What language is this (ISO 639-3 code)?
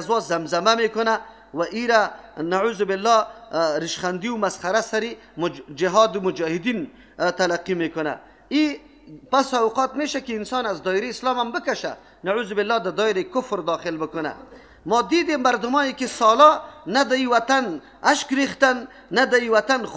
fas